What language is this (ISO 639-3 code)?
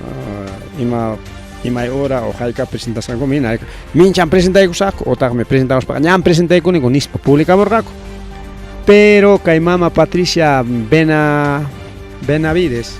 quy